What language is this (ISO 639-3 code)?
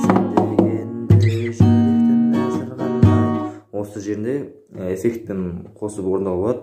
kaz